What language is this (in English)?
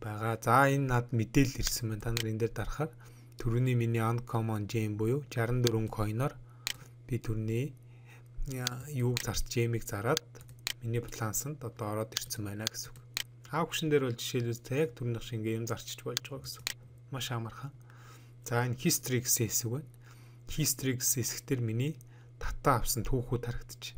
Mongolian